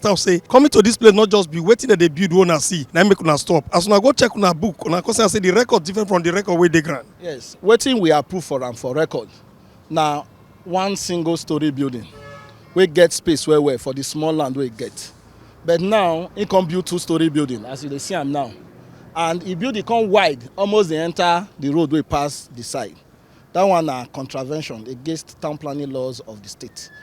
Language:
Nigerian Pidgin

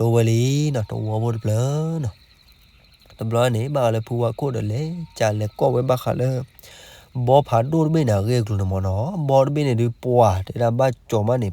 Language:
S'gaw Karen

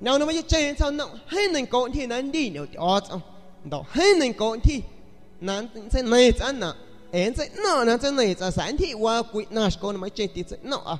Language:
San Pedro Amuzgos Amuzgo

